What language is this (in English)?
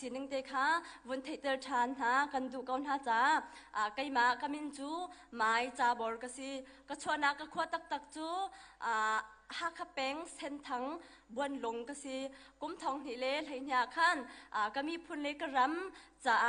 Hakha Chin